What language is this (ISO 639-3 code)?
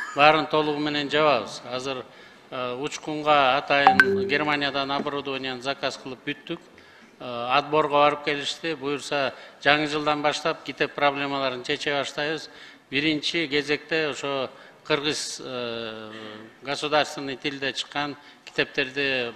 kir